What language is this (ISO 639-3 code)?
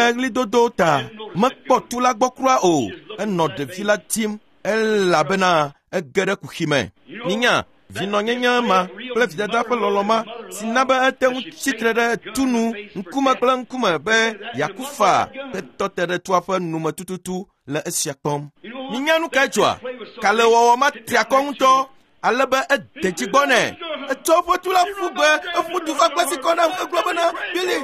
ewe